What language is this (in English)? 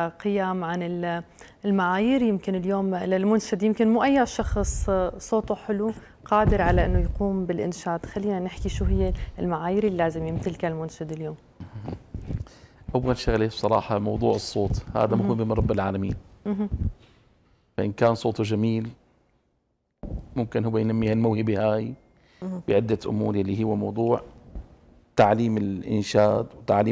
North Levantine Arabic